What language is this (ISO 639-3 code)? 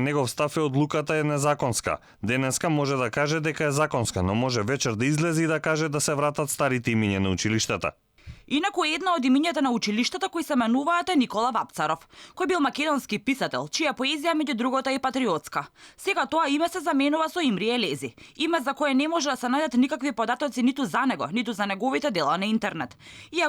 mkd